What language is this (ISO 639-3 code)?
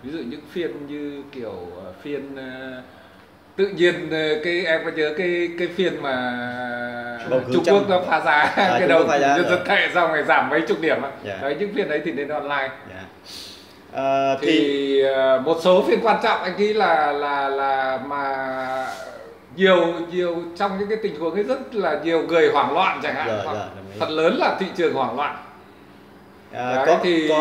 vie